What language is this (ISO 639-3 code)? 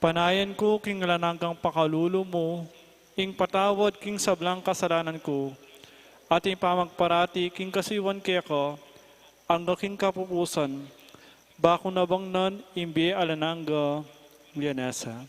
pam